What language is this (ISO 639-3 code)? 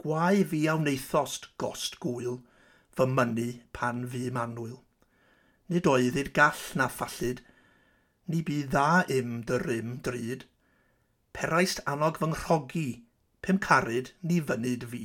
cym